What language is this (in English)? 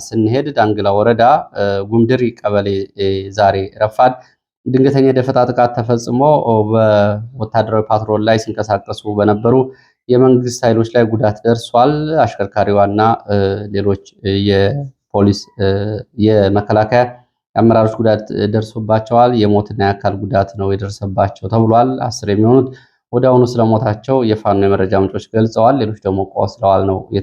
Amharic